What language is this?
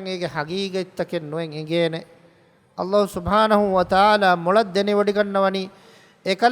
Divehi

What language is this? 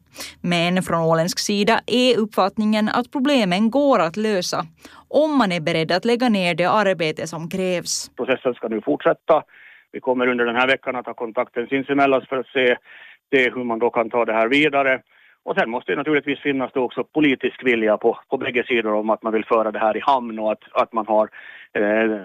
Swedish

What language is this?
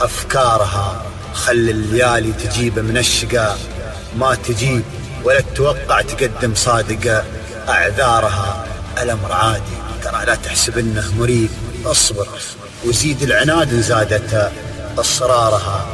Najdi Arabic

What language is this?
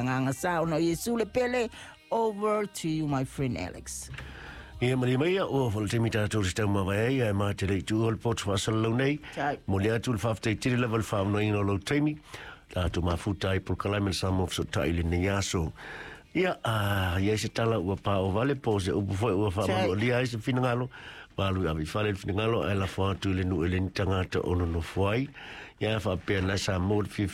Samoan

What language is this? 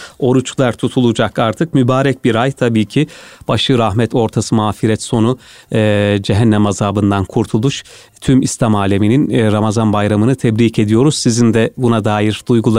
Turkish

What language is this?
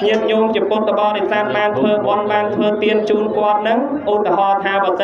Khmer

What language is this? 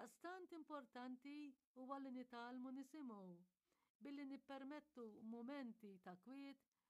Maltese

